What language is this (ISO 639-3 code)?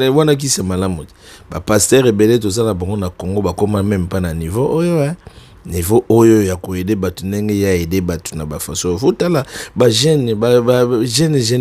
lin